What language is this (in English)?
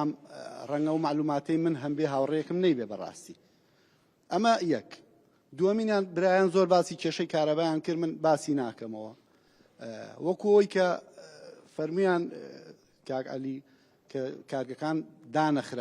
Central Kurdish